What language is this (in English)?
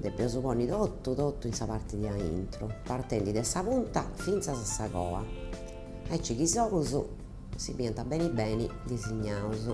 Sardinian